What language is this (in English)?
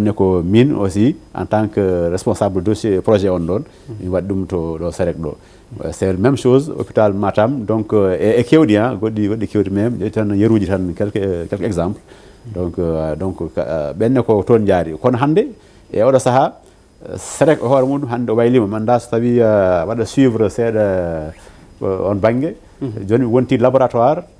Fula